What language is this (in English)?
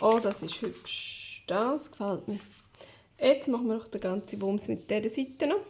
Swiss German